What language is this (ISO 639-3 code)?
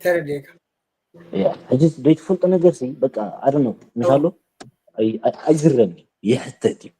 tir